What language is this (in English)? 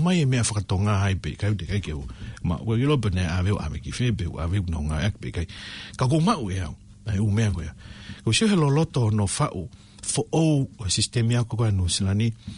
Tongan